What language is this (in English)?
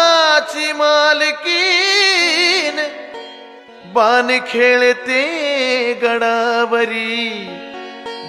Marathi